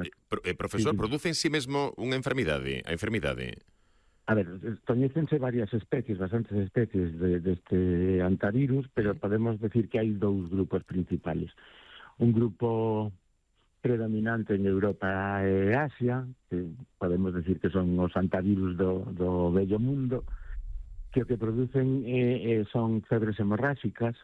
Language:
Galician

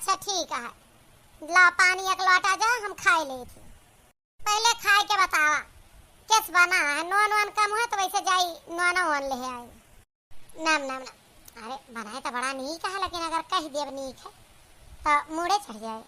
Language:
Awadhi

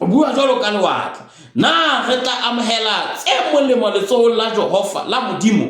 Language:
Southern Sotho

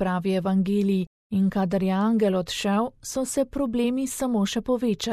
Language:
Slovenian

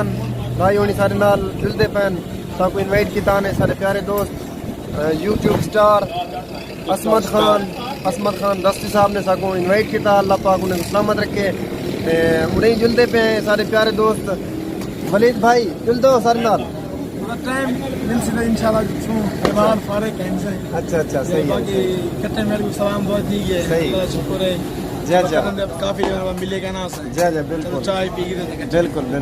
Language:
Saraiki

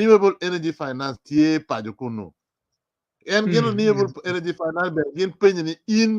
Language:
Acoli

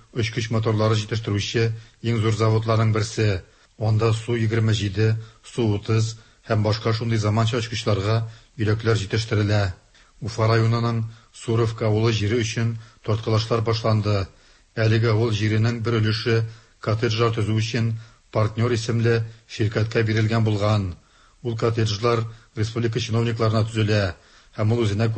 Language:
Tatar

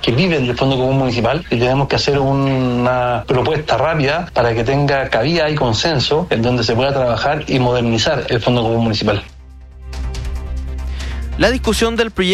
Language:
Spanish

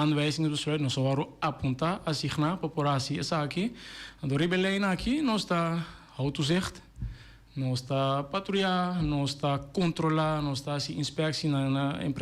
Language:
Papiamento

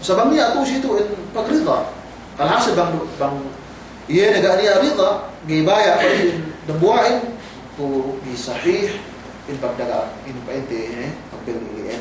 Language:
Yakan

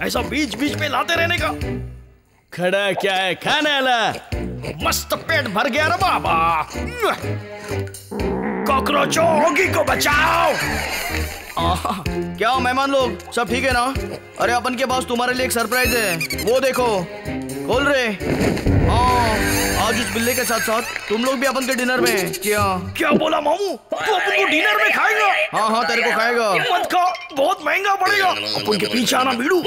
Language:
Hindi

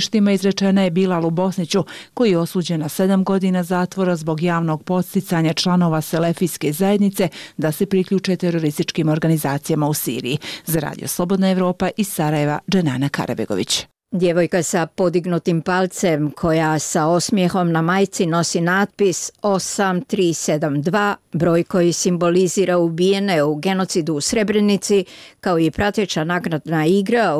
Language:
Bosnian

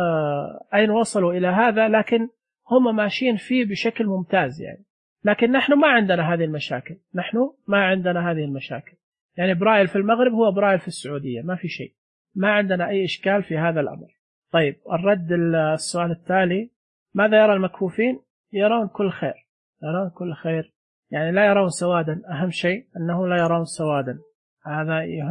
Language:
Najdi Arabic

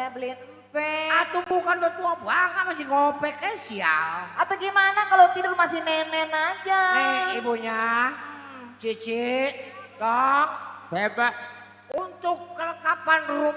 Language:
Betawi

